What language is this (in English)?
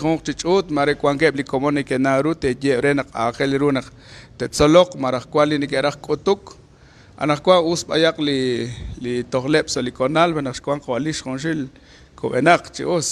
Kekchí